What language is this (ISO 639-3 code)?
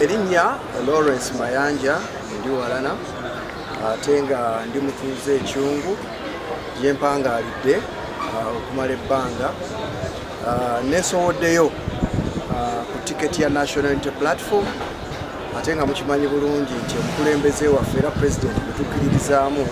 lug